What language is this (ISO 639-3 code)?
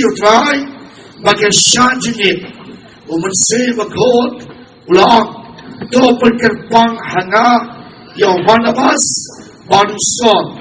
kha